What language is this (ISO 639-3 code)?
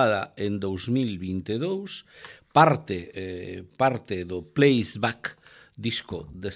glg